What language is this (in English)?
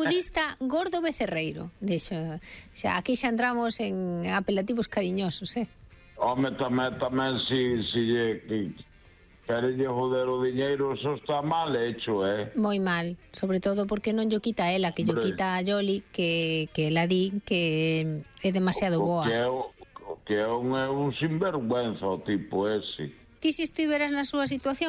Galician